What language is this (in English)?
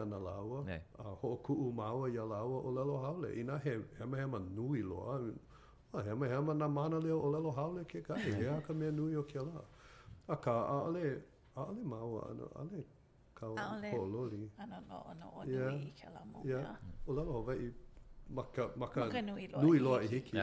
Hawaiian